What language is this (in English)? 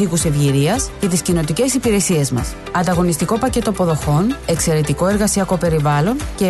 Greek